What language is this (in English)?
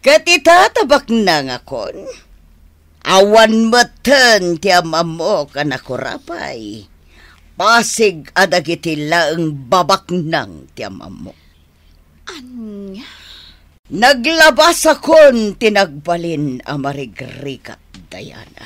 Iloko